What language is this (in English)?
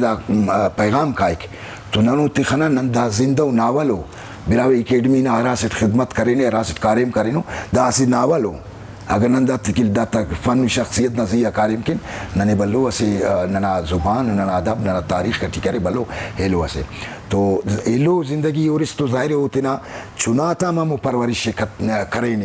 Brahui